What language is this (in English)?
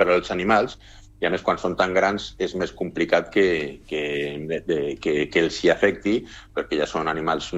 Catalan